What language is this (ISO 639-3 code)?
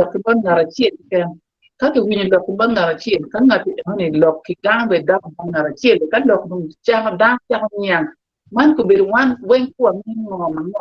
ach